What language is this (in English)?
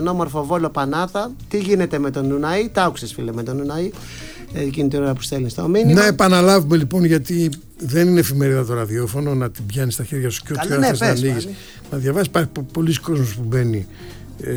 Greek